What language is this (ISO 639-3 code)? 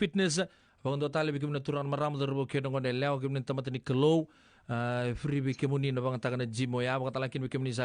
fij